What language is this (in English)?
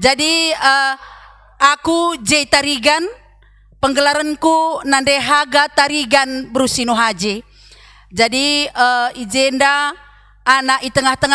Batak Karo